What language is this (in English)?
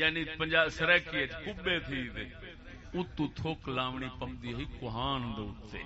Saraiki